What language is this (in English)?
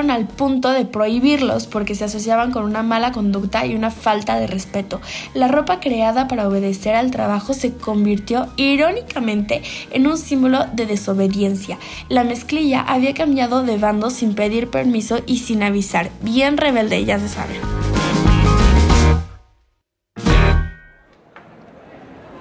Spanish